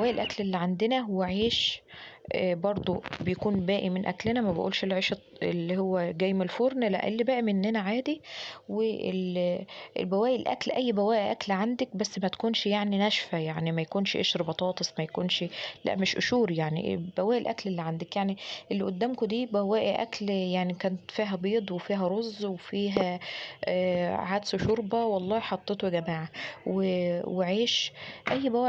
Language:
Egyptian Arabic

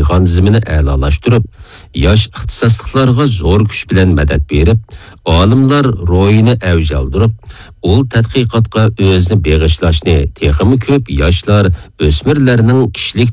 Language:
Uyghur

